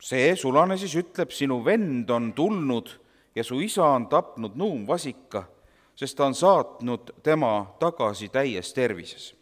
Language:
Estonian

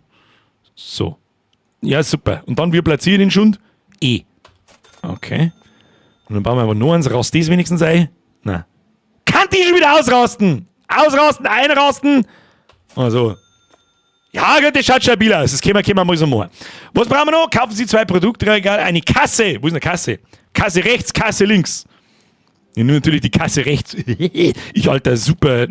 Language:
Bavarian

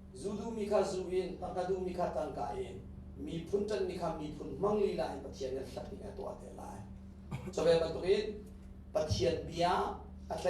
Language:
Hakha Chin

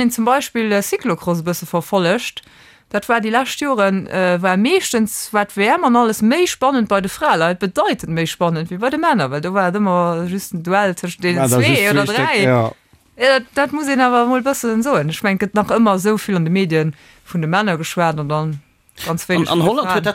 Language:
Luxembourgish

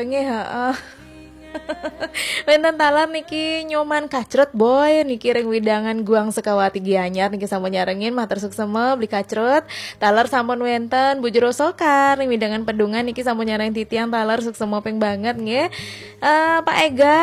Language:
Balinese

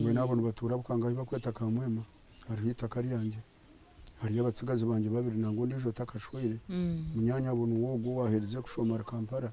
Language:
Nyankole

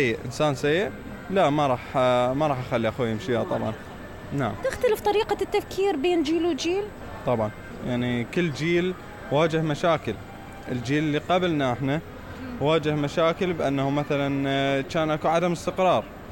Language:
Mesopotamian Arabic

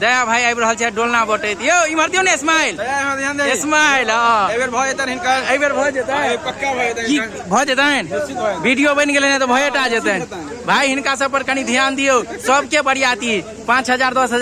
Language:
Maithili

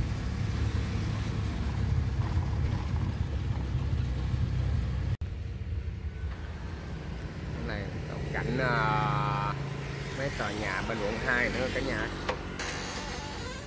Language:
Vietnamese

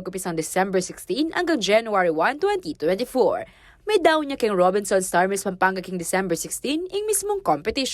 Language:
Pampanga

